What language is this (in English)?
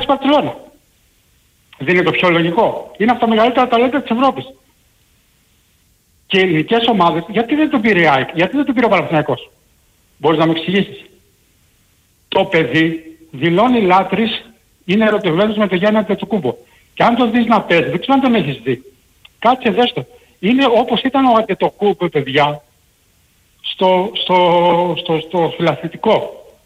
Greek